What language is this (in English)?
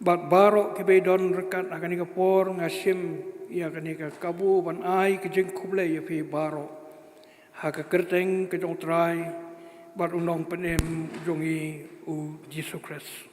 Khasi